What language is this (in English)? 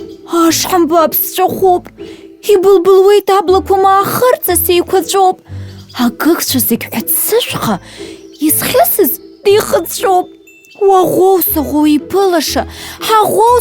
Abkhazian